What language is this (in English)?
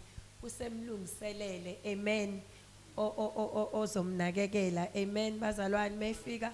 Zulu